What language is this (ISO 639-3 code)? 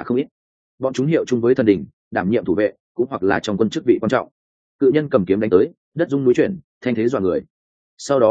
vie